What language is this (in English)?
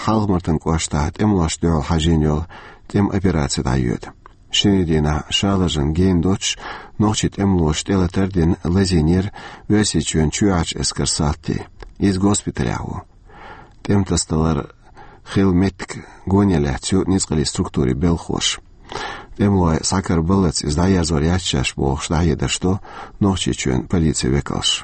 Chechen